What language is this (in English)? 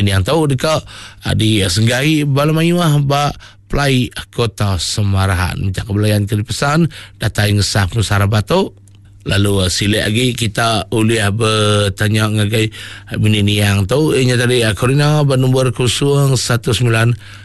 Iban